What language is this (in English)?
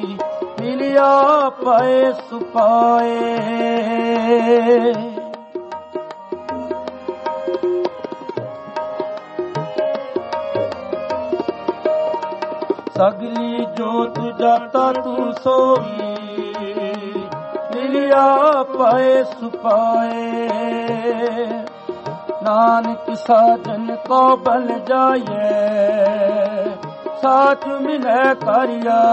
Punjabi